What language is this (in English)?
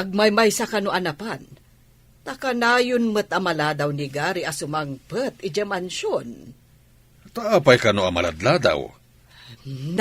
Iloko